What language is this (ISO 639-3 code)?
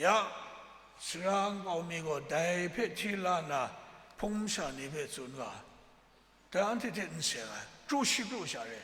kac